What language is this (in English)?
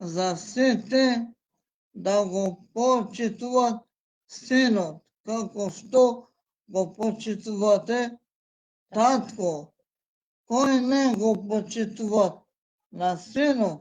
Balkan Romani